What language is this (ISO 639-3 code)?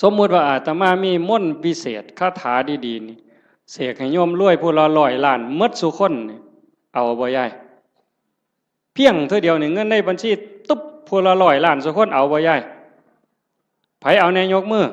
tts